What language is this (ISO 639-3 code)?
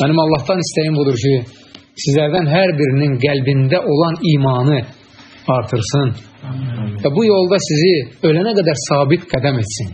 aze